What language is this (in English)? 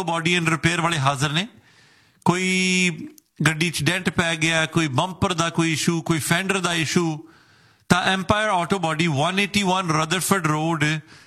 Punjabi